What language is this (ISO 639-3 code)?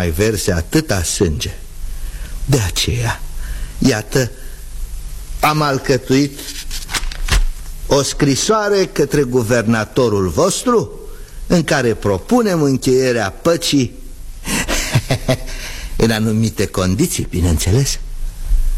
ron